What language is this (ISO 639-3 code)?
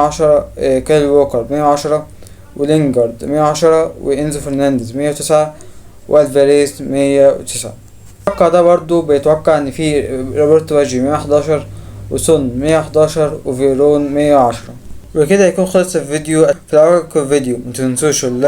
arz